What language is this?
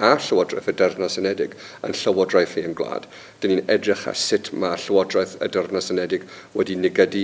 Welsh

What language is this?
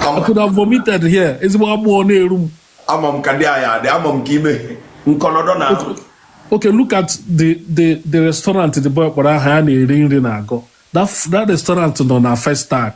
Igbo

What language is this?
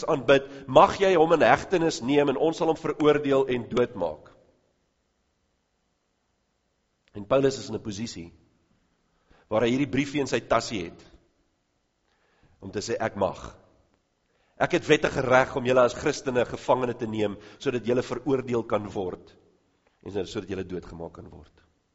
Afrikaans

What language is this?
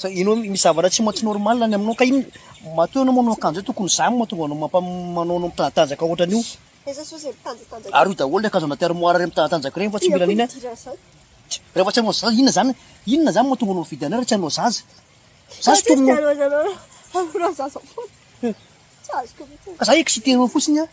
Malagasy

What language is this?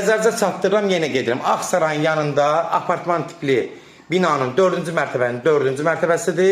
Azerbaijani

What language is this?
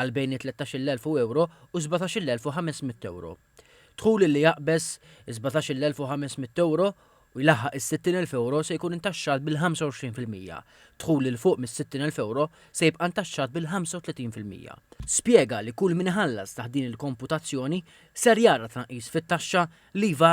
Maltese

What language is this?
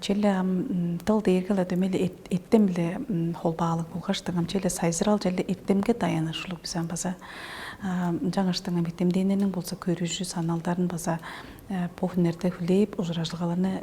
Tuvinian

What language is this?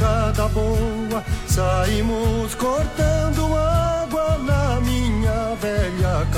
Portuguese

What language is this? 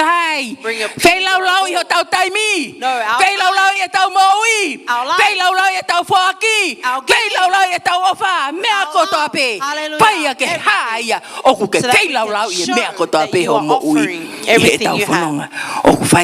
Tongan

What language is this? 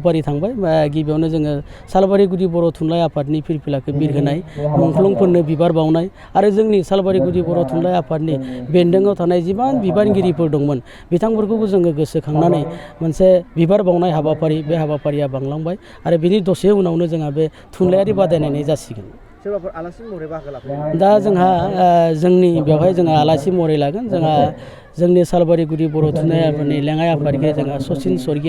Bodo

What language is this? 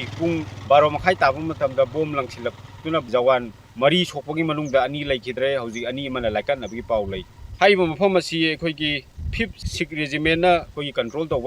Manipuri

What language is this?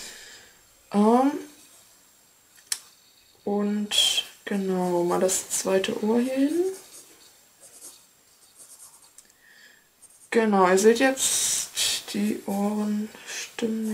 German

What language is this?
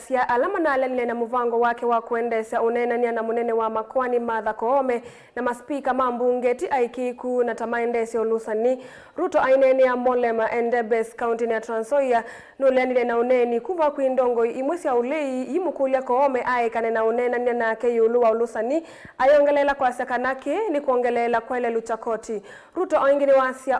Kamba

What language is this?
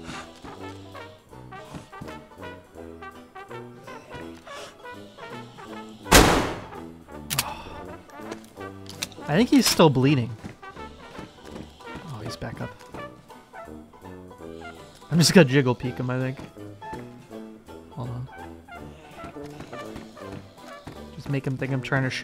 English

